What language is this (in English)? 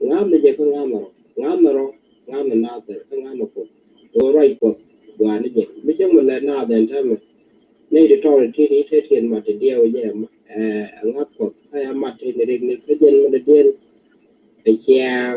Nuer